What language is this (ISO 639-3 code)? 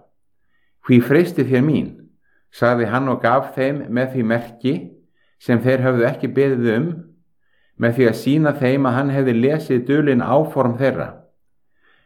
isl